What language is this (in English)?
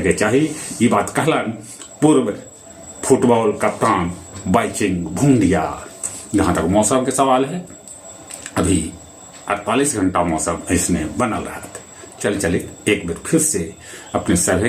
Magahi